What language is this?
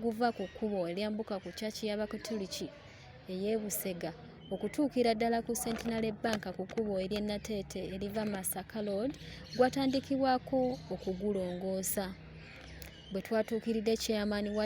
Ganda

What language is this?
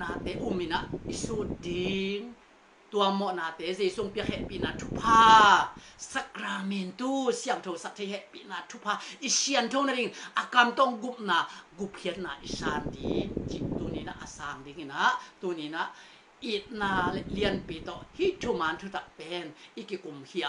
Tedim Chin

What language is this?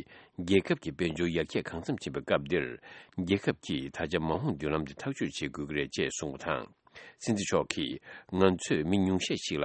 Tibetan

